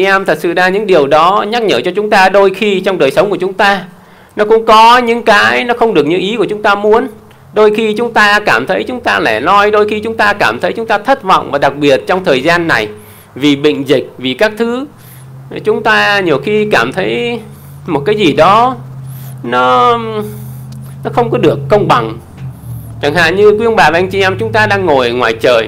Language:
Vietnamese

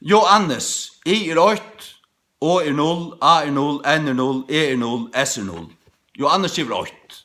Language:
Faroese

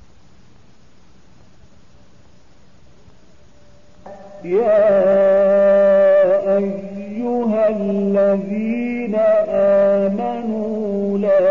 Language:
Arabic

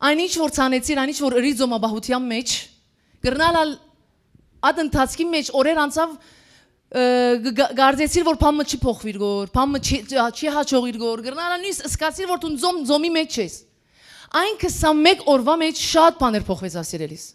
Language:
Western Armenian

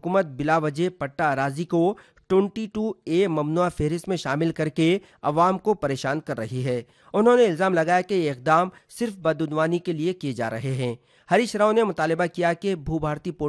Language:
Urdu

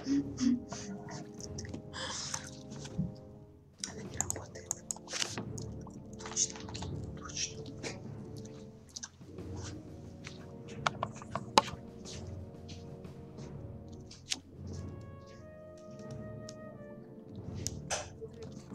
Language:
Russian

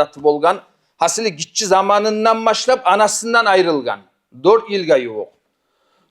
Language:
Kumyk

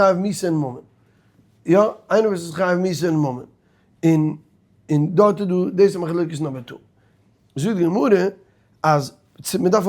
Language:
Yiddish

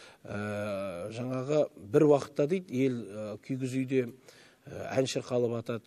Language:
Kazakh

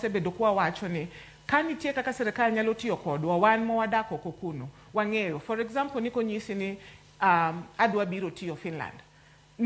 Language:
Luo (Kenya and Tanzania)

